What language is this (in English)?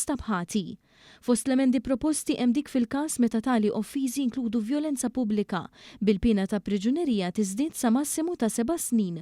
Maltese